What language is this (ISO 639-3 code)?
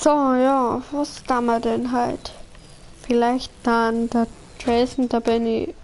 bar